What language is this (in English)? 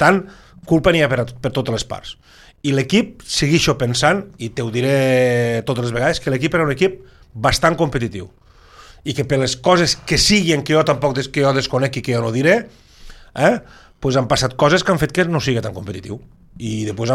Catalan